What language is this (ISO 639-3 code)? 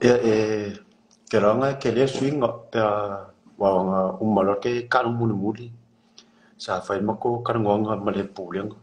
smo